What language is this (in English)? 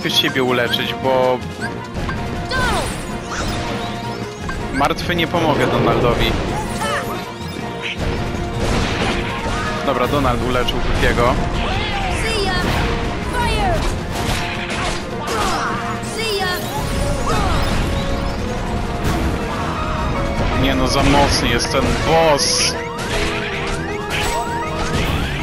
Polish